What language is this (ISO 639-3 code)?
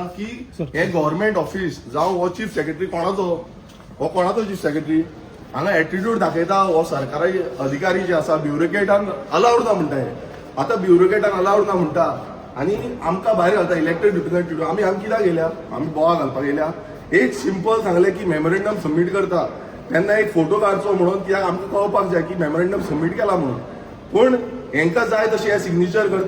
kok